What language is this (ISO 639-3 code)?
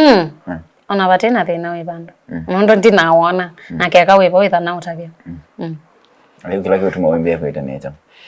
kam